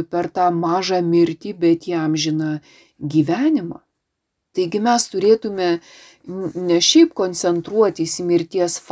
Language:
Lithuanian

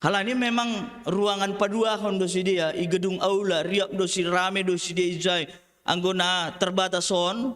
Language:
Batak Simalungun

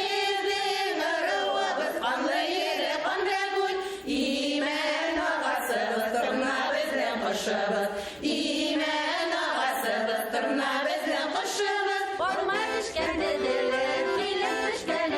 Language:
Bashkir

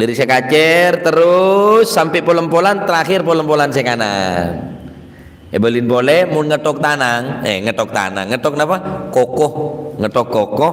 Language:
Madurese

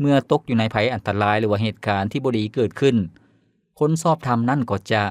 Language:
Lao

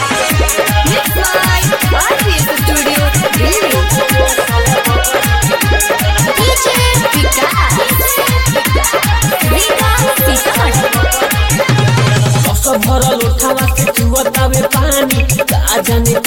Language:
Bhojpuri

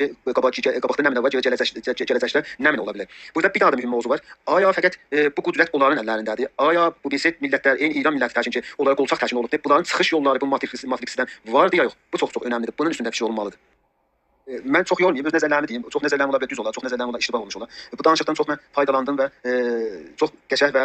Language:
South Azerbaijani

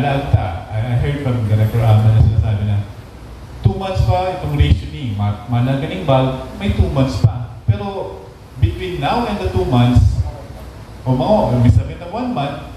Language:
Bikol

